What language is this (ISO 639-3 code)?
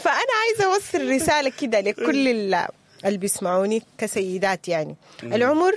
apd